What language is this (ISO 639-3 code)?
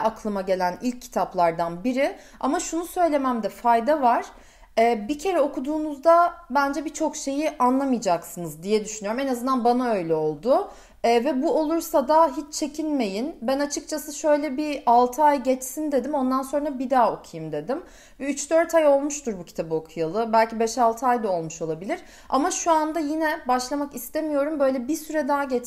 tur